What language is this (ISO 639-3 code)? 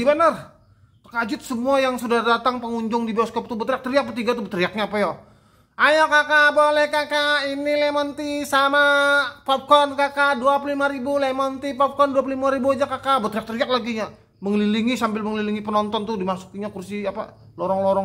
bjn